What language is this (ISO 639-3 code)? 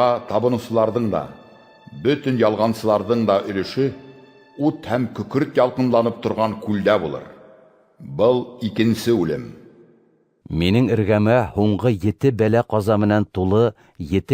bak